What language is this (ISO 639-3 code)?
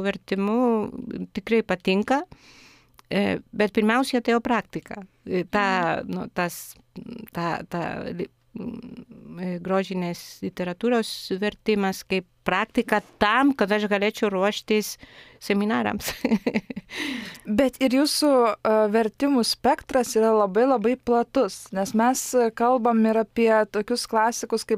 lit